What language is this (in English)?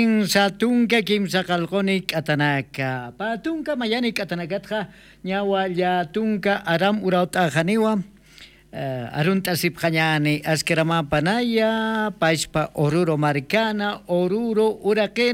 Aymara